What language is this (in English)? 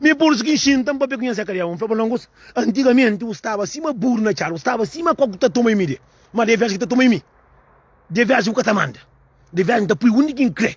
Kabuverdianu